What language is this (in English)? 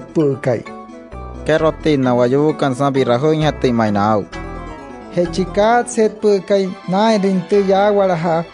Wayuu